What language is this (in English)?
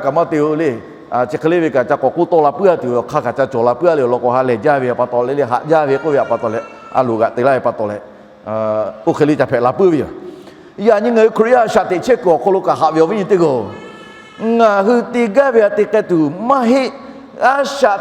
Lahu